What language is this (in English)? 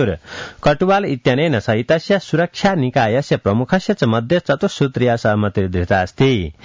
Sanskrit